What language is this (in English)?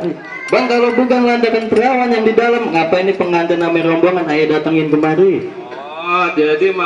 Betawi